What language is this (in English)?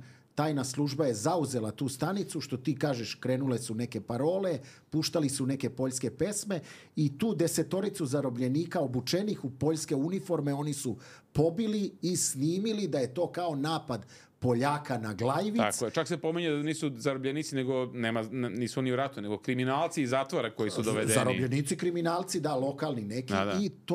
Serbian